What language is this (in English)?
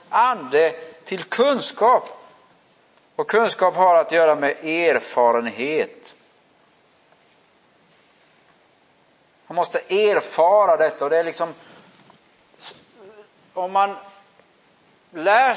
Swedish